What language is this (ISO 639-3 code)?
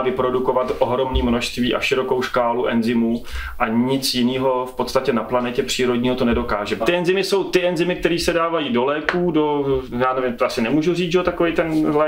ces